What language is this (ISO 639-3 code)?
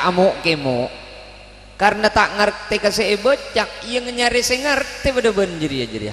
mad